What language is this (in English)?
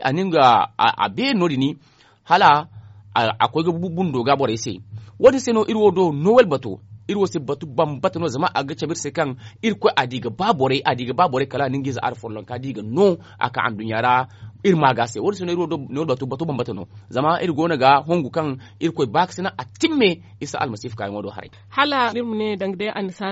Zarma